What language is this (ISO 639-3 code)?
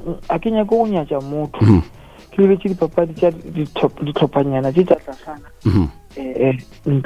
nso